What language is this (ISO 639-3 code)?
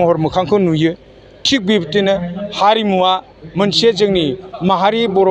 brx